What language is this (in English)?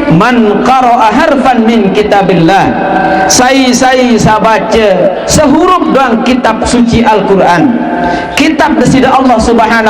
Sasak